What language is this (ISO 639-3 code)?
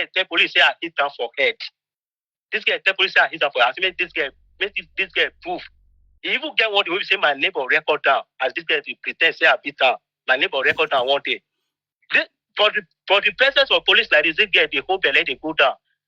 pcm